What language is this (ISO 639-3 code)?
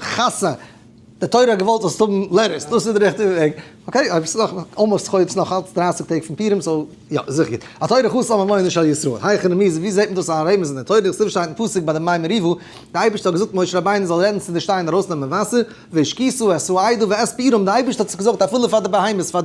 yid